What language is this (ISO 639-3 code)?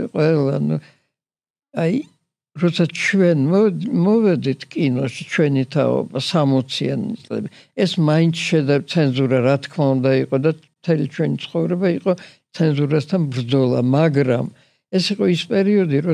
kat